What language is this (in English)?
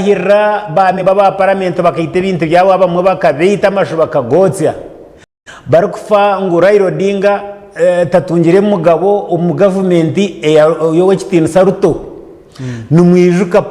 Nyankole